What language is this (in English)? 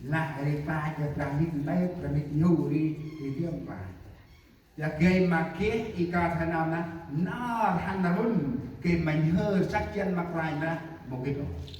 Central Mnong